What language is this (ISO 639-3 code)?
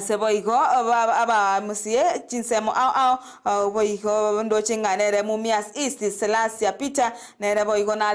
guz